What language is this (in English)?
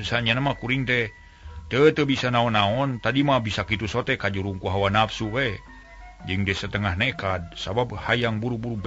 Sundanese